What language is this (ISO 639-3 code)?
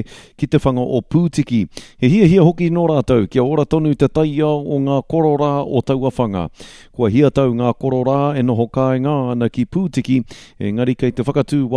mri